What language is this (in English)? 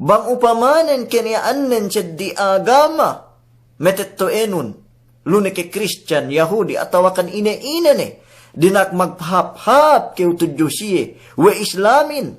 Yakan